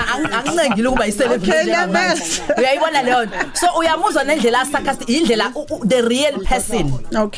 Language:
Zulu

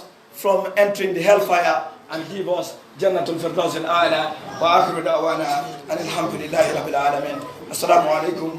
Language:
Pular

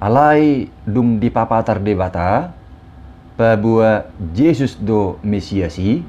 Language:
Batak Toba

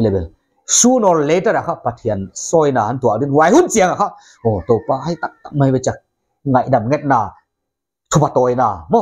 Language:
Paite Chin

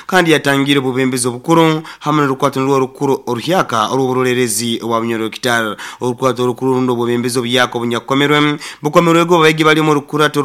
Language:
Nyoro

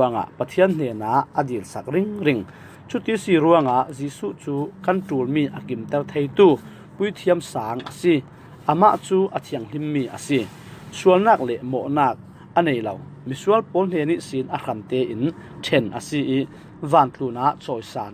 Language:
Falam Chin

